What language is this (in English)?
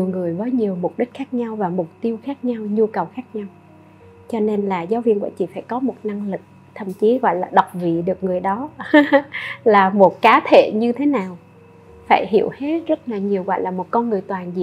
Vietnamese